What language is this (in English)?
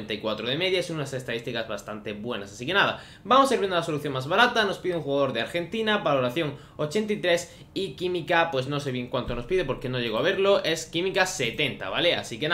Spanish